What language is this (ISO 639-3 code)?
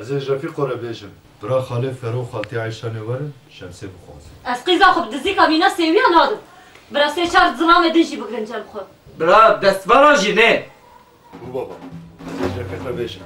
kur